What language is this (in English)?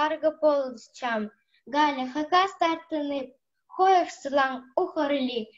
Khakas